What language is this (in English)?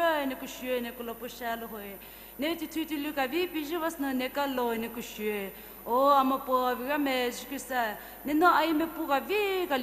Poumei Naga